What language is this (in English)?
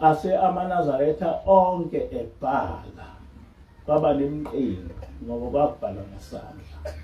Zulu